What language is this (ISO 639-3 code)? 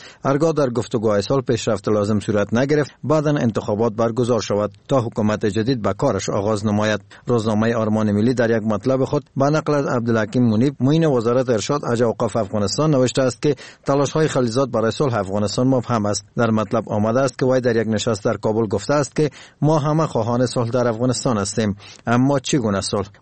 fas